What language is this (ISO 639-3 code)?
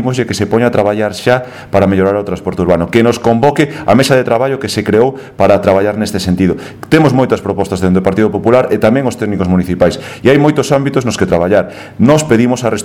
glg